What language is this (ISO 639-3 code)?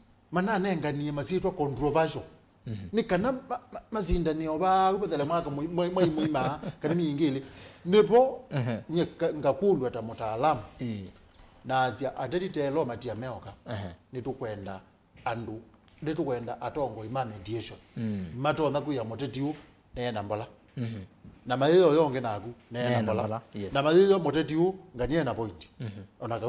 kam